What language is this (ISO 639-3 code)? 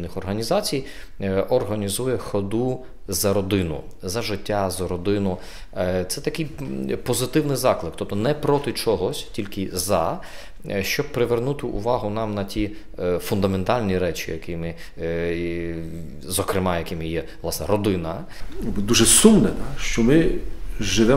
ukr